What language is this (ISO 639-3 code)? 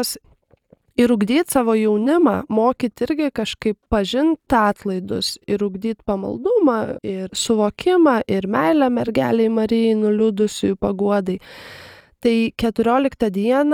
lit